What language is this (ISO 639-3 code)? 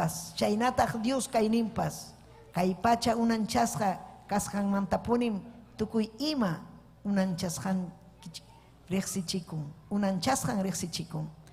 quy